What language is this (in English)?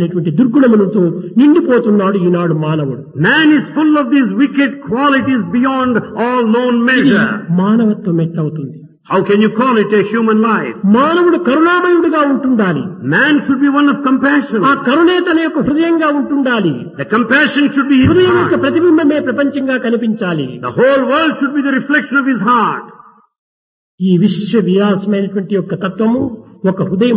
Telugu